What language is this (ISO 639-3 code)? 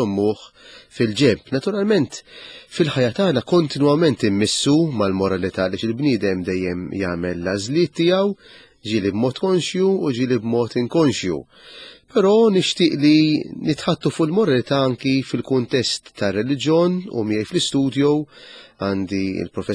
mlt